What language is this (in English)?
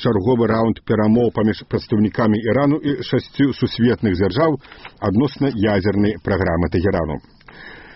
Belarusian